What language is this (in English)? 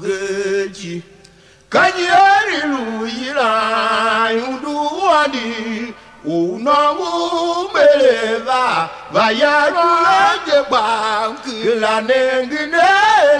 Tiv